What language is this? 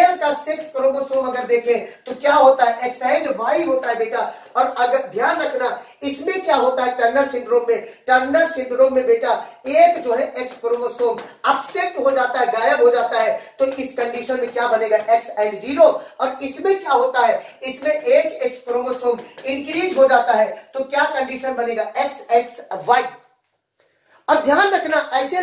Hindi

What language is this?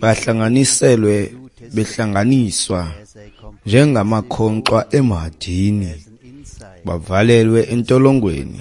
Xhosa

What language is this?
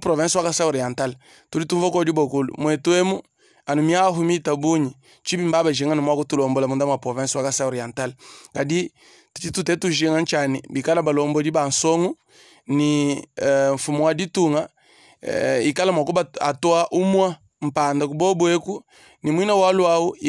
Luba-Lulua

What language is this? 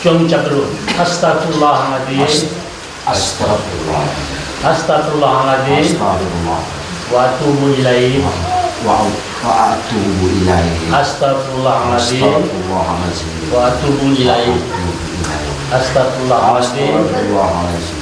Minangkabau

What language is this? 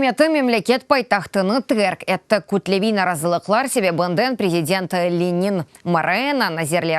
Crimean Tatar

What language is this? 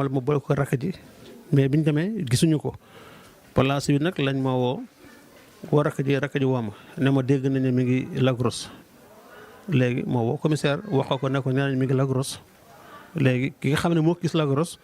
Wolof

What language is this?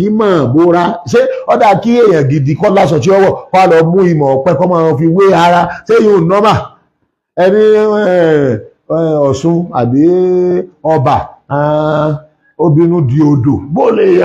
Yoruba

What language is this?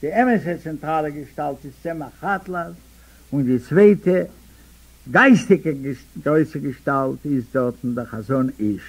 Yiddish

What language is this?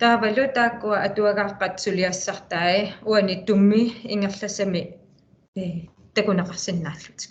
Kalaallisut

